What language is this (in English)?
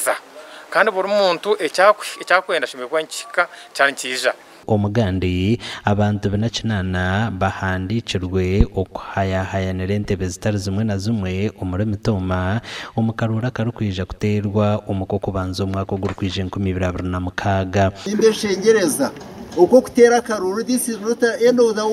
Nyankole